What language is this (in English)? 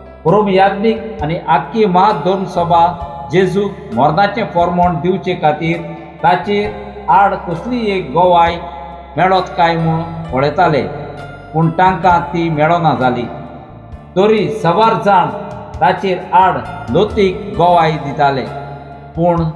Konkani